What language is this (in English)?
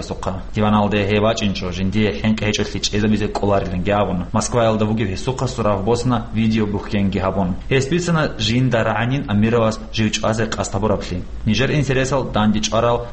Avaric